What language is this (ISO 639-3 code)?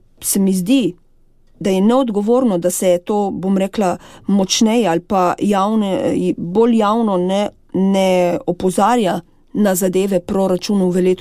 slv